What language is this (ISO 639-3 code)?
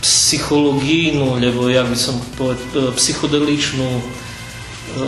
rue